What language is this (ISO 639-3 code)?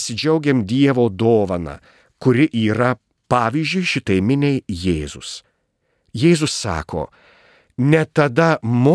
lit